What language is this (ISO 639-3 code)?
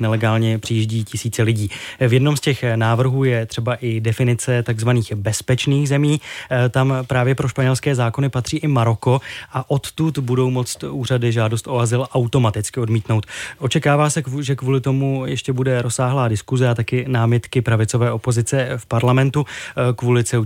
ces